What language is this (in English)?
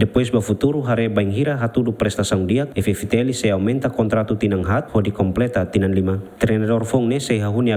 Tetum